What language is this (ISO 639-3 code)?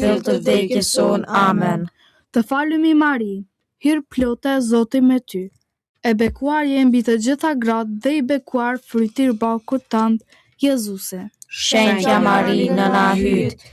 sqi